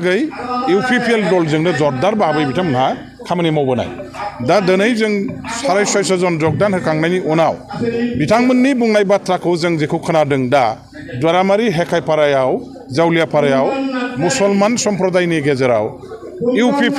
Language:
Bodo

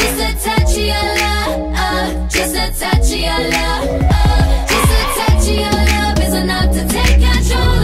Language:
English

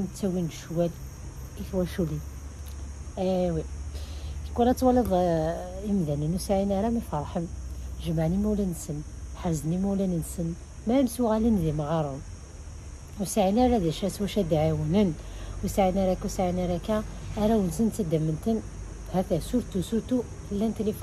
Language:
Kabyle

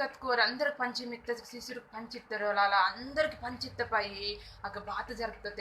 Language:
Koya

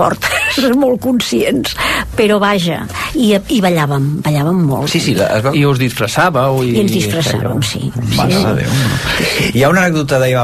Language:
Catalan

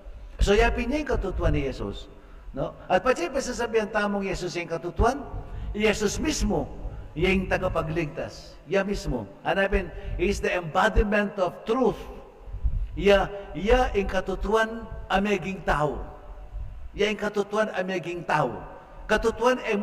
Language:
Pampanga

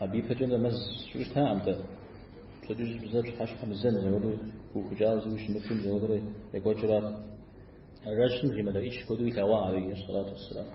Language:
Kabardian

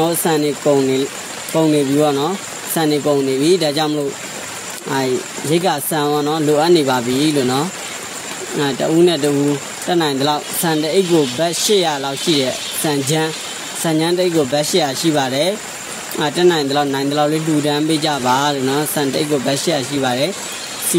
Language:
Burmese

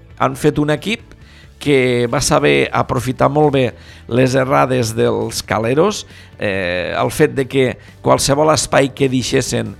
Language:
Catalan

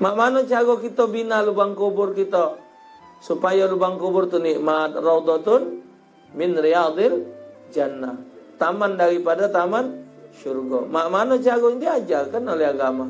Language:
Musi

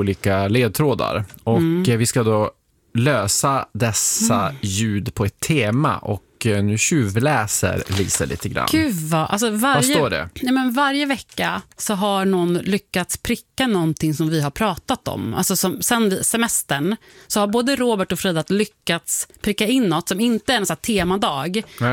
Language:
Swedish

